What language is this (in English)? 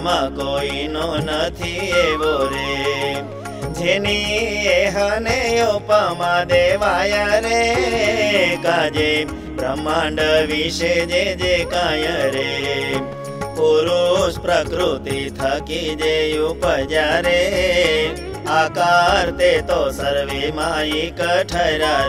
Gujarati